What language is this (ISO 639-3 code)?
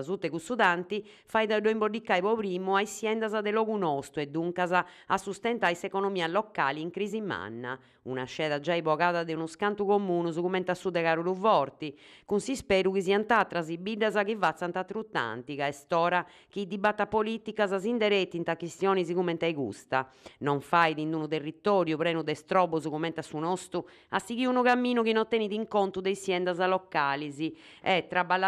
srd